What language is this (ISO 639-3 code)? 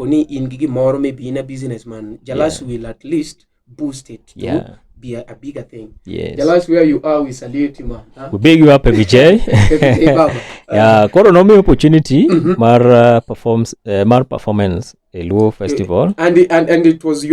luo